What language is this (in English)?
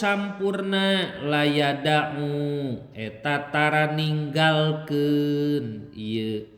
Sundanese